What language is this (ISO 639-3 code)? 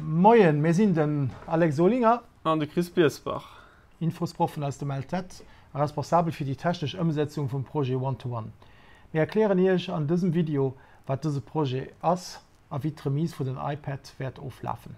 ltz